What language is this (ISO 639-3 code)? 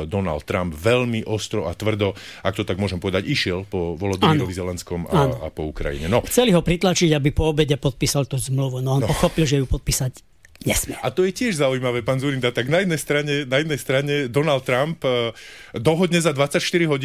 slk